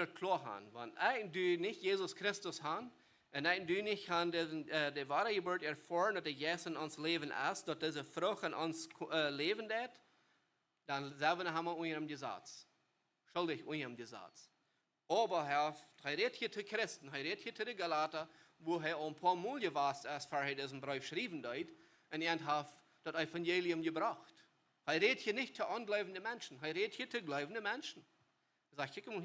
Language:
Plautdietsch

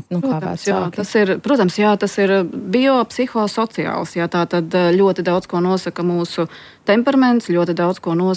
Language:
Latvian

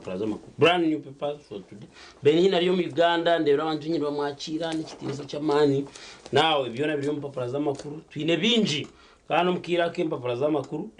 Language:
Nyankole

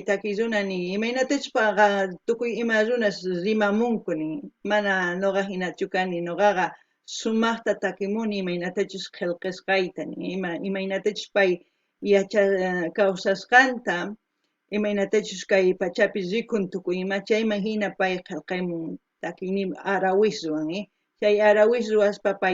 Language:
Quechua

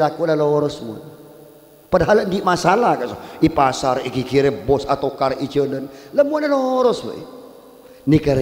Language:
Madurese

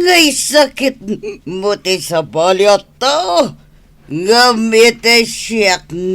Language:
Iloko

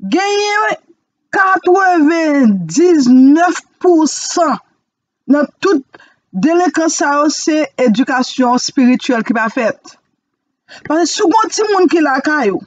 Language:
Haitian Creole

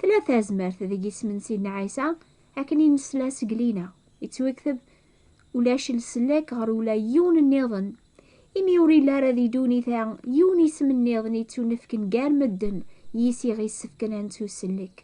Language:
Kabyle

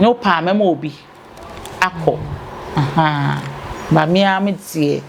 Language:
Akan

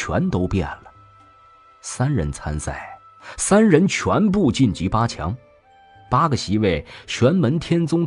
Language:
Chinese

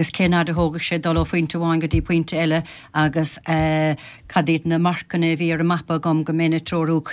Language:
Irish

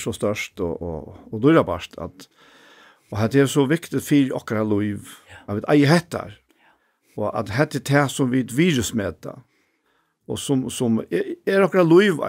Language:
Faroese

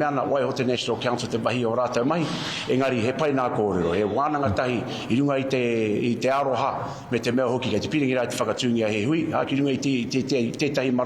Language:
Māori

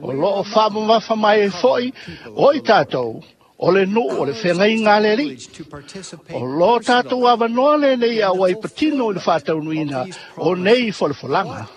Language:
Samoan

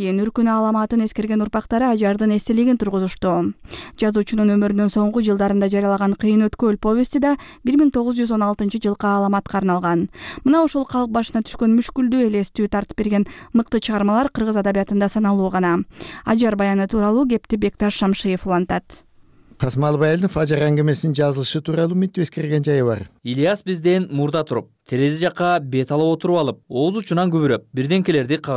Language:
Kyrgyz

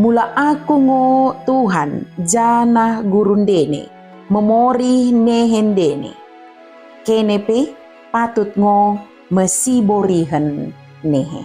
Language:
Batak Dairi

